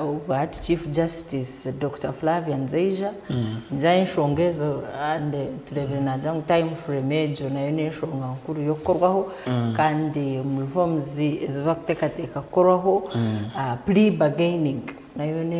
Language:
Nyankole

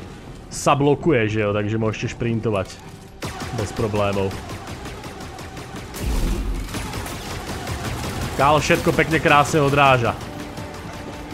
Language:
Slovak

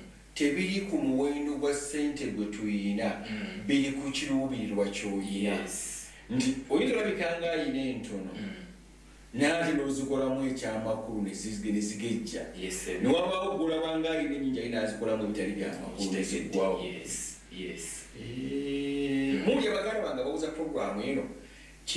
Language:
Ganda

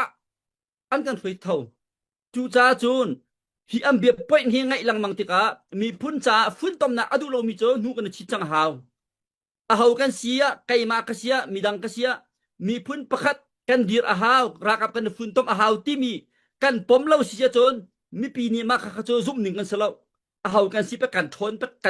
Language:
Hakha Chin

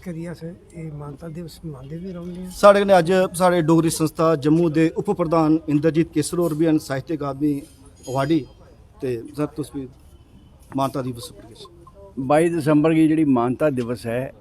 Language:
Dogri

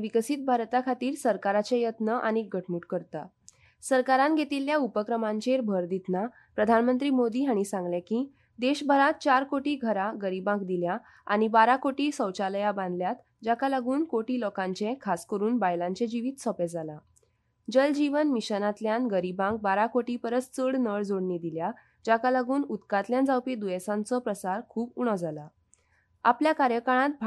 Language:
Konkani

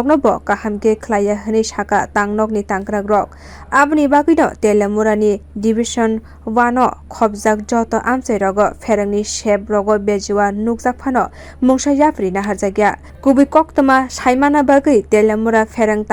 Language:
Kok Borok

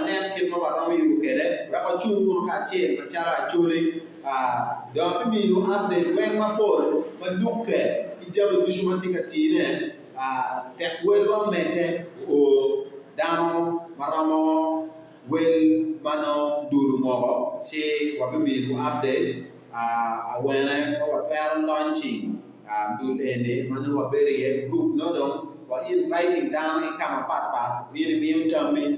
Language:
Acoli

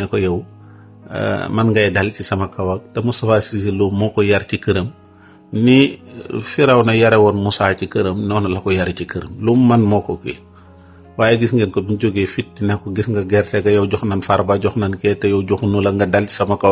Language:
Wolof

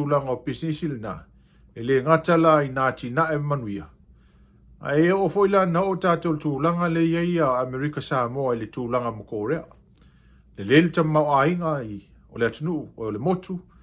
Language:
Samoan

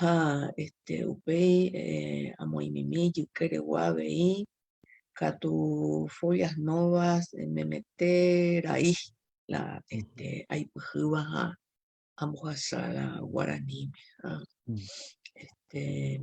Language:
Guarani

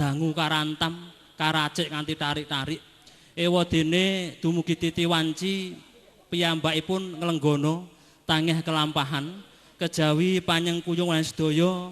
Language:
Javanese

